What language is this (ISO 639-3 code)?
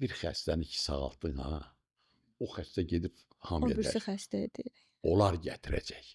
aze